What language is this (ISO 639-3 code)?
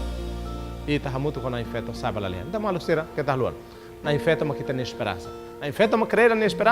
tet